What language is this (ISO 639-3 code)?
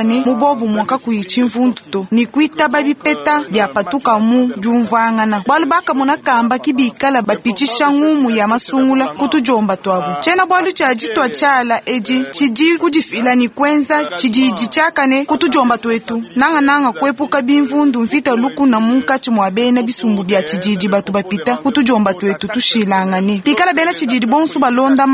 lua